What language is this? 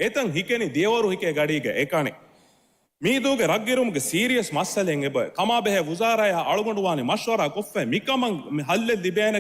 Divehi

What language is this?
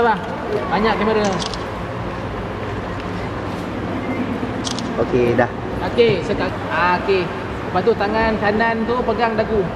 Malay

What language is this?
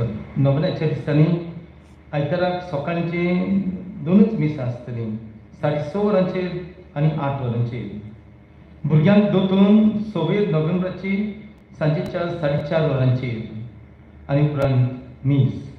Konkani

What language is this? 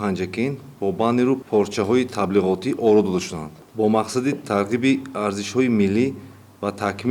Tajik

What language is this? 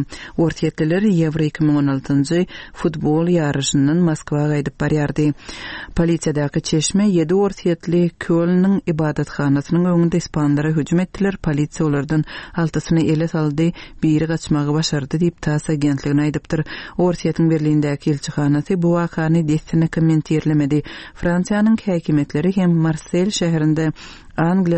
Turkmen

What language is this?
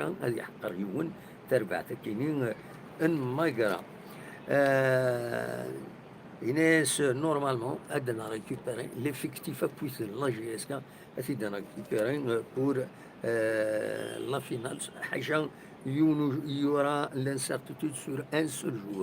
Kabyle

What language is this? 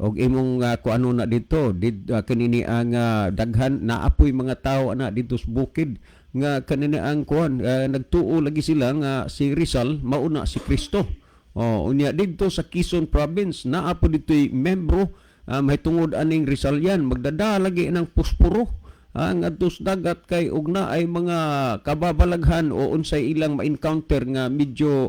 Cebuano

